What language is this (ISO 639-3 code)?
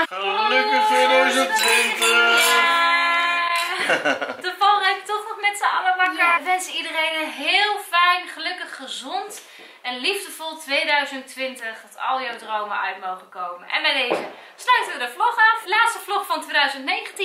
nld